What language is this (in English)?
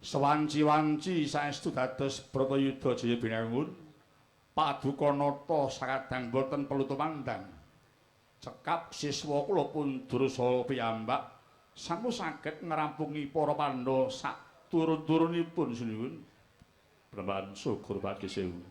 Javanese